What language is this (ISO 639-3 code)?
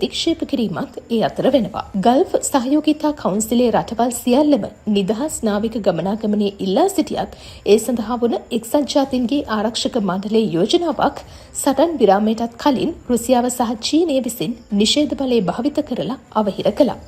sin